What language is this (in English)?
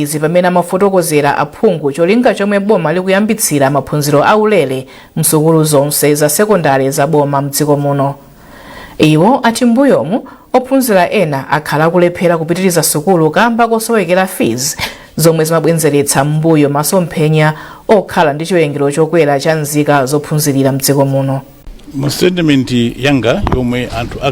Nyanja